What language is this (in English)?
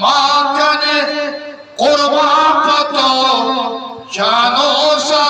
Eastern Balochi